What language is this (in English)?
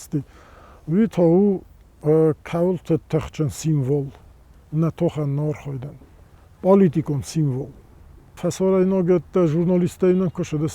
Ossetic